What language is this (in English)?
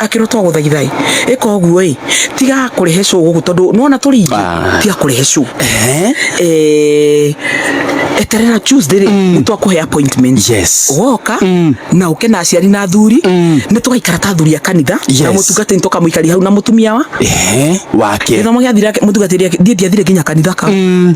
Kikuyu